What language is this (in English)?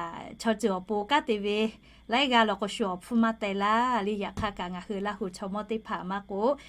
Lahu